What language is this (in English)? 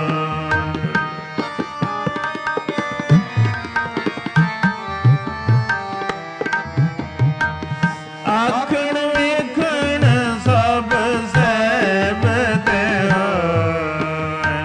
Punjabi